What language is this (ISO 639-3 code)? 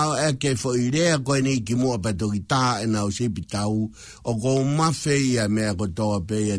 ton